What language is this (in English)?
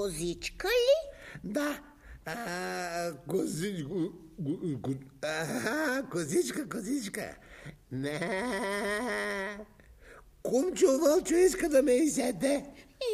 Bulgarian